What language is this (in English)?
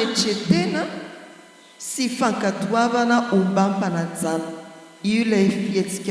Malagasy